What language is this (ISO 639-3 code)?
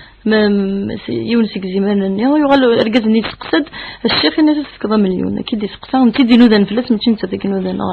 kab